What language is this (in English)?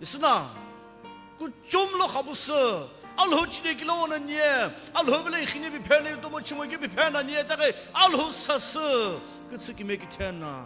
Sumi Naga